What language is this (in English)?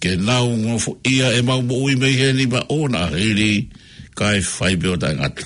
Tongan